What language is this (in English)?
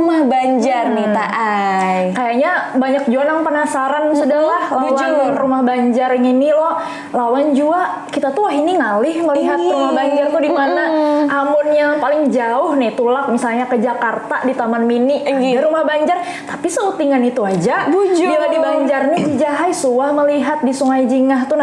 Banjar